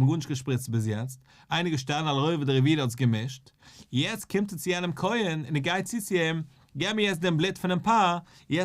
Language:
Yiddish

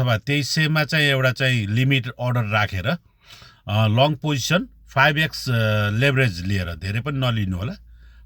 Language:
Nepali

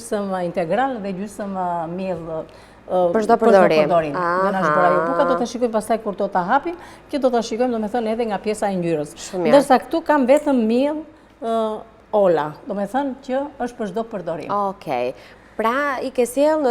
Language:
Albanian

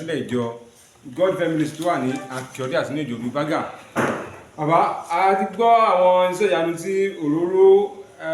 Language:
Yoruba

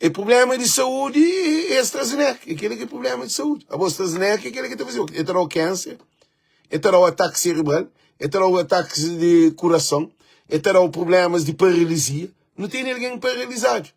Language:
Kabuverdianu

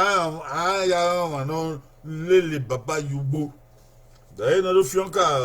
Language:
Bini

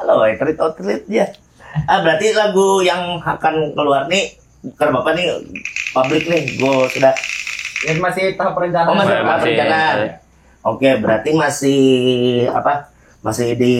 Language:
Banjar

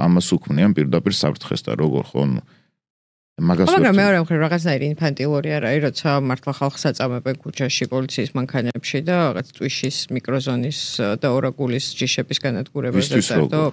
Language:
Georgian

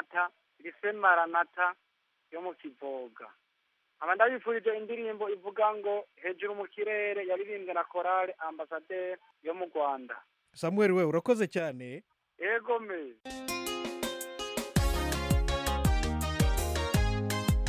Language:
Kinyarwanda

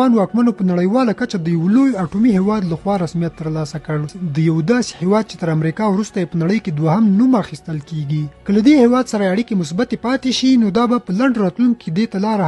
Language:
Pashto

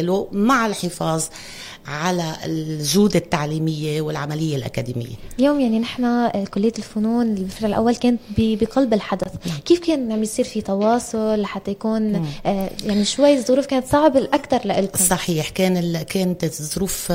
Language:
North Levantine Arabic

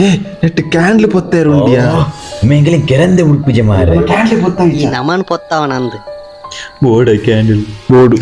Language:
Tulu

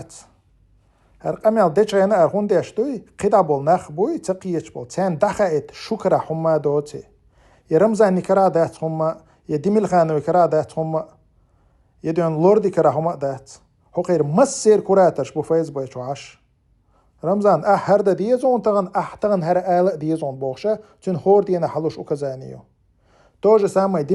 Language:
Chechen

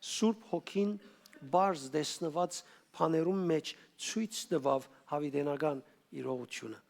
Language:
Western Armenian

